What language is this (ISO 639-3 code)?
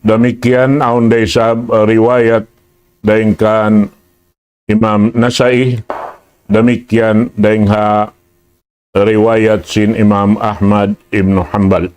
tsg